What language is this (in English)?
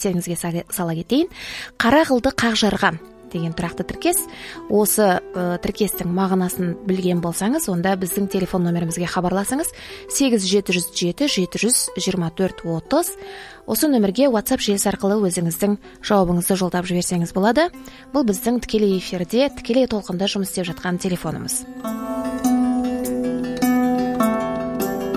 Kazakh